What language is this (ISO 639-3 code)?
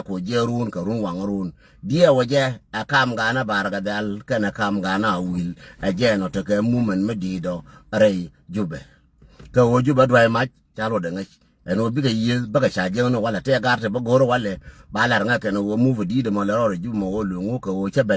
nus